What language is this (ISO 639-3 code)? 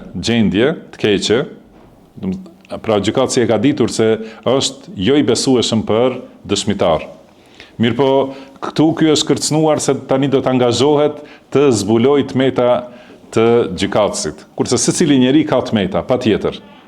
sqi